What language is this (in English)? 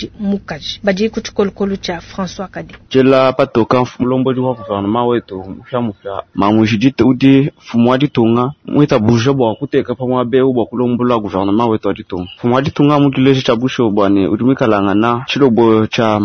Luba-Lulua